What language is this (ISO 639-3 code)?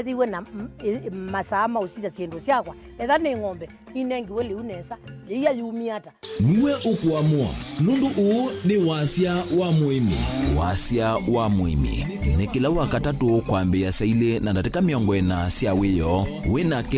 kam